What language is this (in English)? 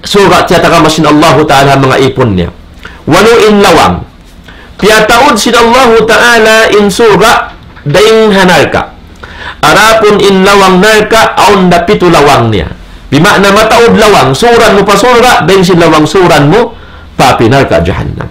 Tausug